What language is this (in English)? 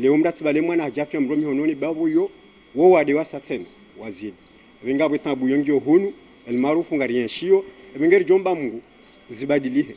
Ngazidja Comorian